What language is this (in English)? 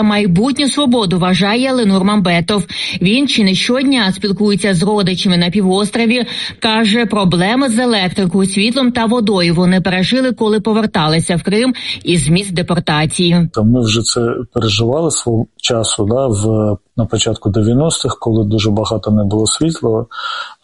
Ukrainian